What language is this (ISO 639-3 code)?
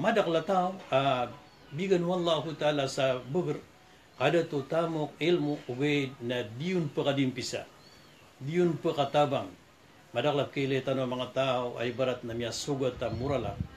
mrw